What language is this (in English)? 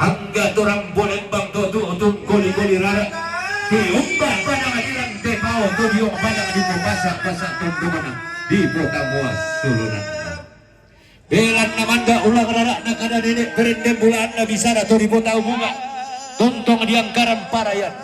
Toraja-Sa'dan